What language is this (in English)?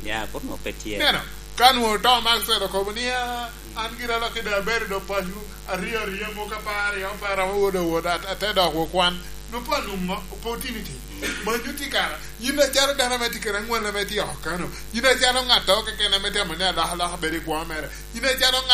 Lango (Uganda)